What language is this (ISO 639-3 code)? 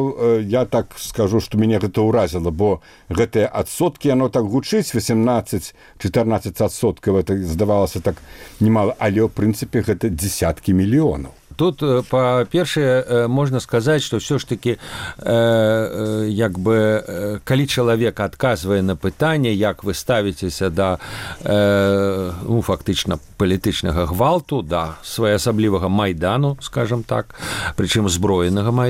bel